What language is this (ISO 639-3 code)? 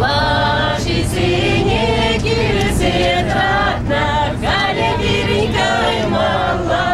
chv